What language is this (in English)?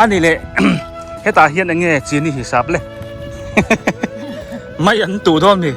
Biete